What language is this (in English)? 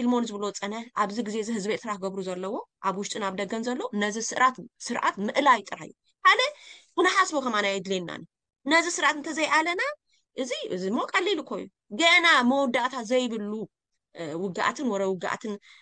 Tigrinya